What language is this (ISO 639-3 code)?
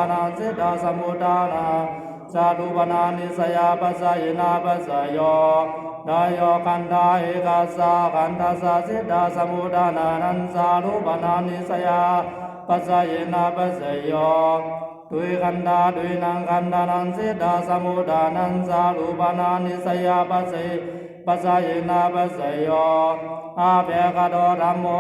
pli